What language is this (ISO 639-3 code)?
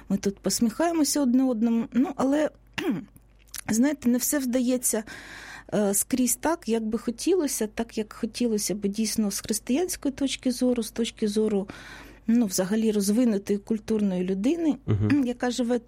ukr